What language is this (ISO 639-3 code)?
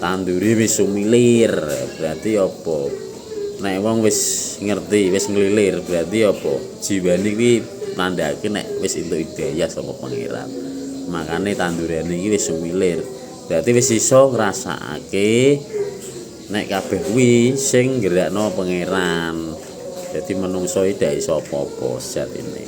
jav